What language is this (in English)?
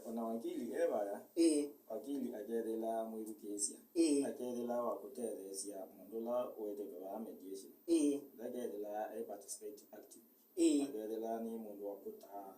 Kamba